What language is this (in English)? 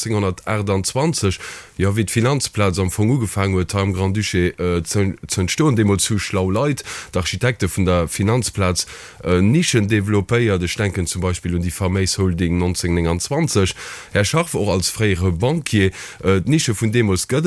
Luxembourgish